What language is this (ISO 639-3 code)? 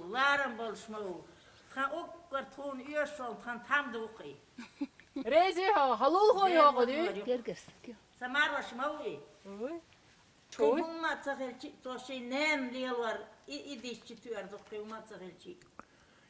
che